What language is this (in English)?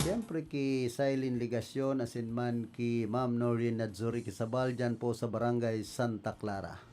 Bikol